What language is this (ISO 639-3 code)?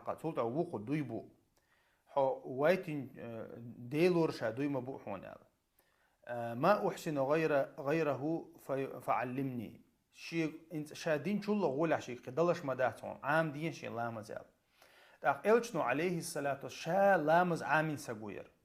che